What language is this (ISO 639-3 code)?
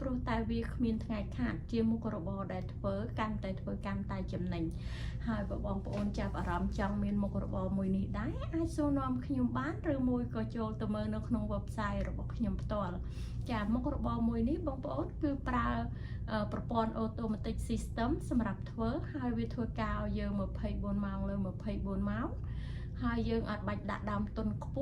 khm